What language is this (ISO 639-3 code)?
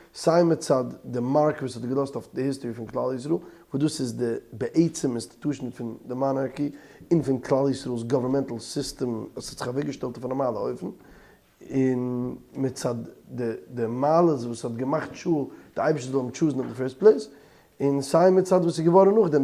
yid